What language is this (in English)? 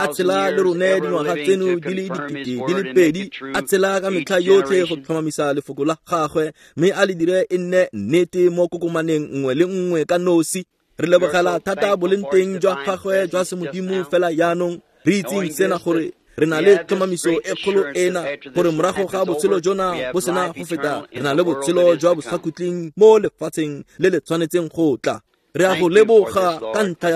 Tswana